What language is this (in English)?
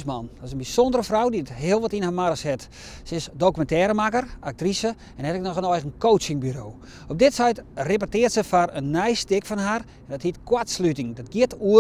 Western Frisian